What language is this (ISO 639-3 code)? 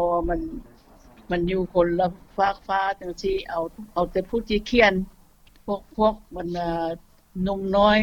lao